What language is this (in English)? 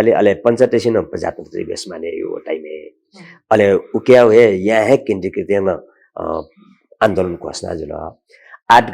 Newari